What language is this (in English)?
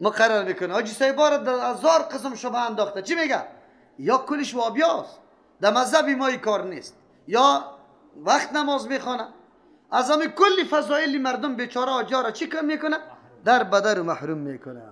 Persian